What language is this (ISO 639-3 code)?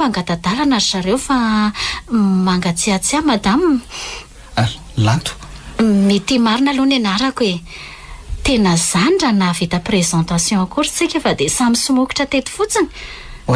mlg